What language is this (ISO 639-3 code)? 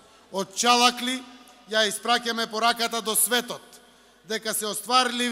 mkd